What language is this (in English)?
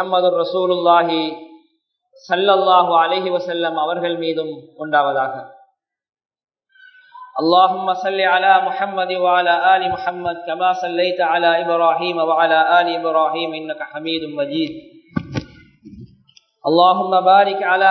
Tamil